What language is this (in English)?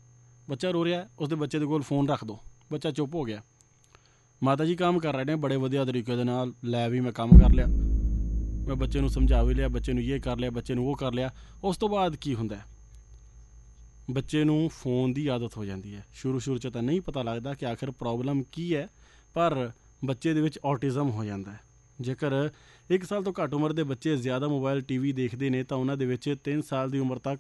Punjabi